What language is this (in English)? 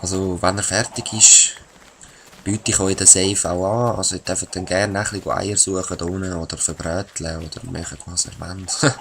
Swiss German